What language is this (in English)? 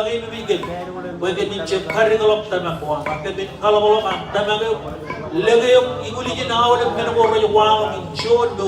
Marshallese